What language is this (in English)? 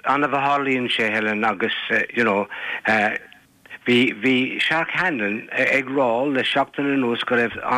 Irish